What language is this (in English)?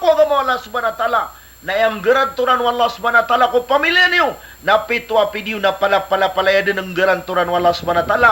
Maranao